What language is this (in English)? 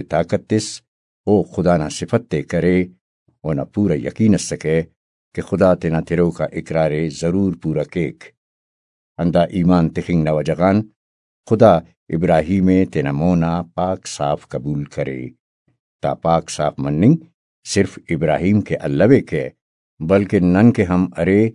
Brahui